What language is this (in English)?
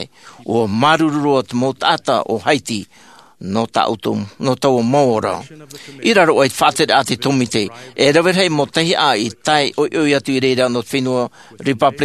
Tahitian